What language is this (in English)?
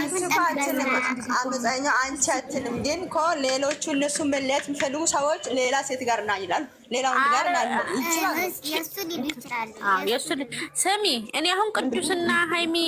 Amharic